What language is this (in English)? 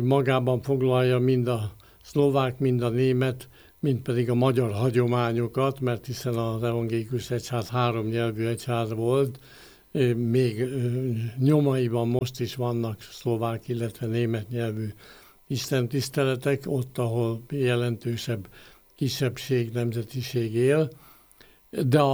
Hungarian